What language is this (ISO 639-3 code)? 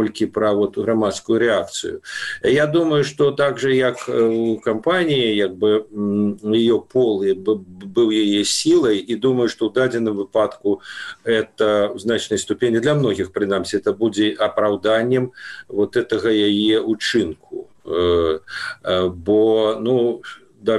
bel